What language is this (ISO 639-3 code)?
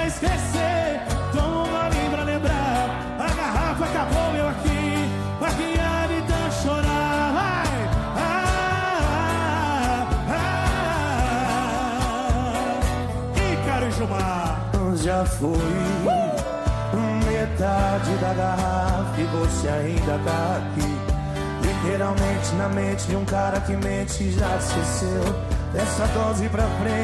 por